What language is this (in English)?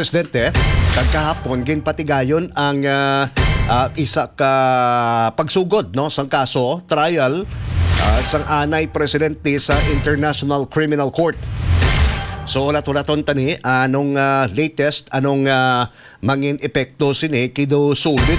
Hiligaynon